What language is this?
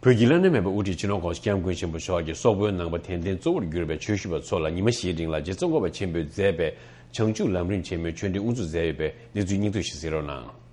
Tibetan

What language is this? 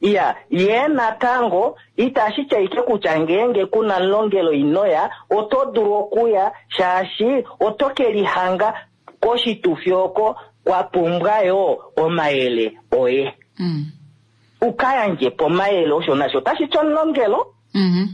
Kuanyama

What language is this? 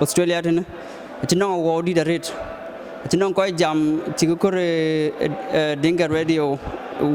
Dinka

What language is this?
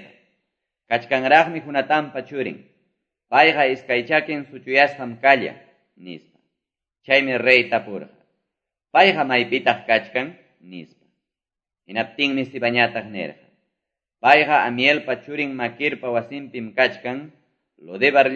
Quechua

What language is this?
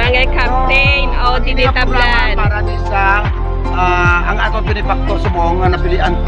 Hiligaynon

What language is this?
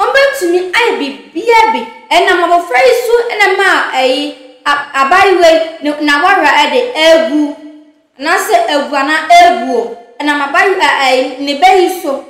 Akan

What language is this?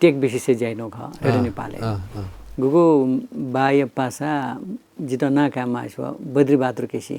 Newari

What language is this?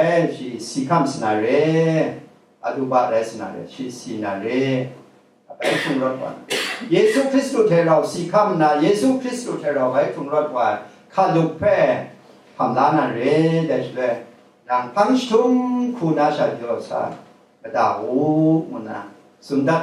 Kachin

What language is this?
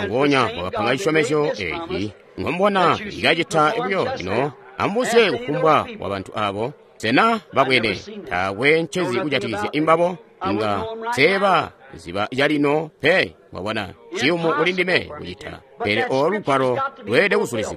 Tonga (Zambia)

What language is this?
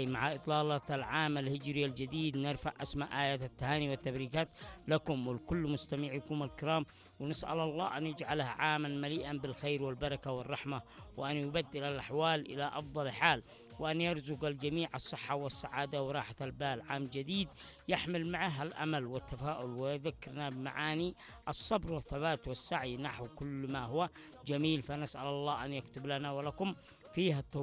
Arabic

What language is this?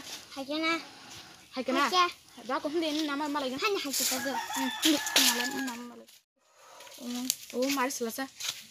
Kok Borok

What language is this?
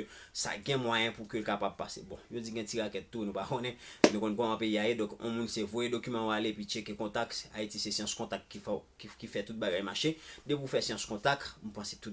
Haitian Creole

